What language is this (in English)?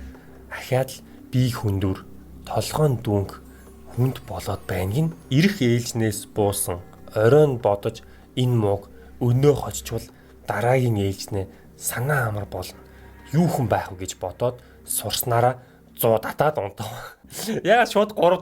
Mongolian